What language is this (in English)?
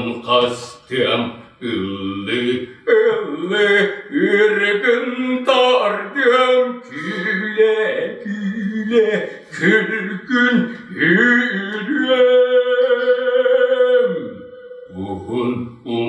Yakut